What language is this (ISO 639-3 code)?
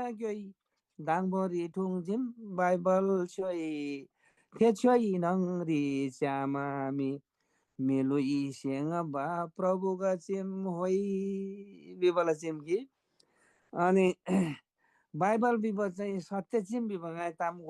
taj